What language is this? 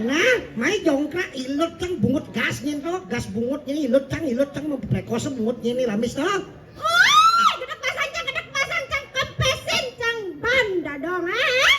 Balinese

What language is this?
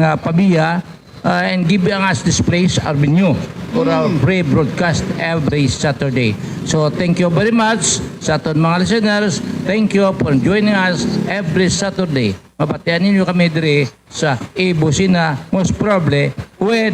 Hiligaynon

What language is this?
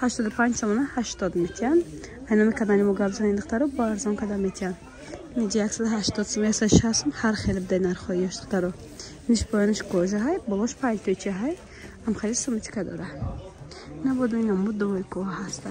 Tajik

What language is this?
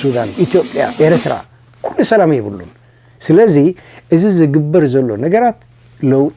Tigrinya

